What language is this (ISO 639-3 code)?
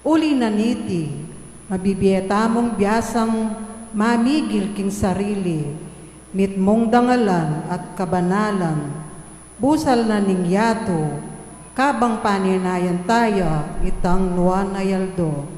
pam